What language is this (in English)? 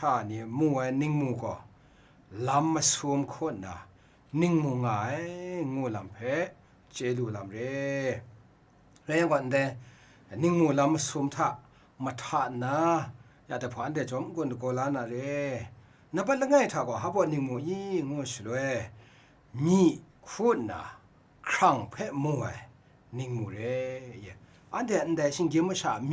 Kachin